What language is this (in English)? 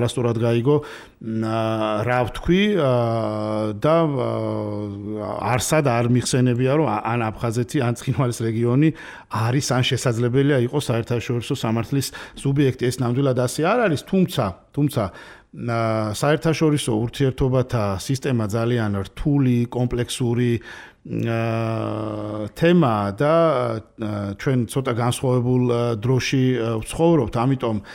Georgian